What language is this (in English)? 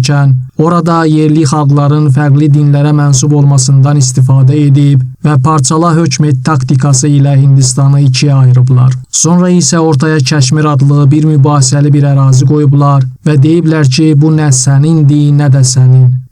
Azerbaijani